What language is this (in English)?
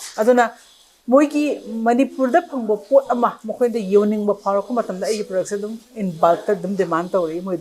Manipuri